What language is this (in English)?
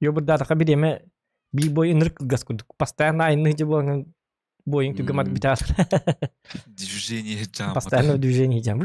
Yakut